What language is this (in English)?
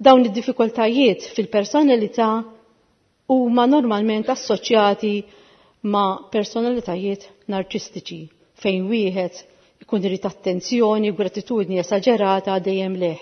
Maltese